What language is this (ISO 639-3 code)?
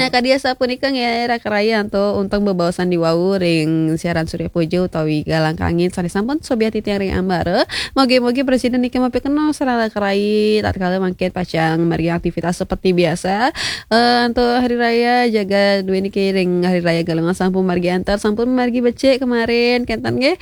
ban